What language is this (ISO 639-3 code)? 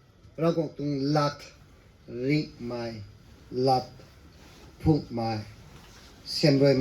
nbu